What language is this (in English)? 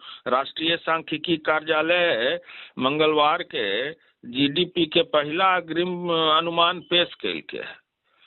Magahi